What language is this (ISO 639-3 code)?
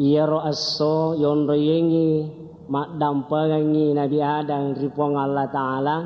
bug